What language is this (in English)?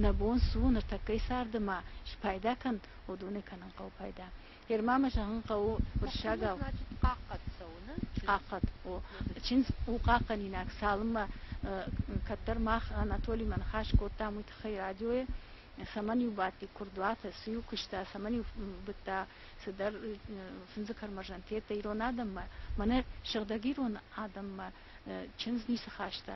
Ossetic